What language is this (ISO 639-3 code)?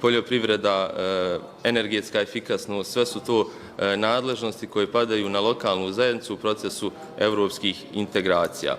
bos